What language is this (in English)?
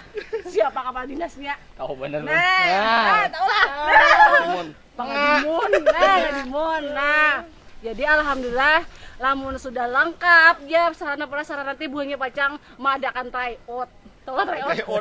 Banjar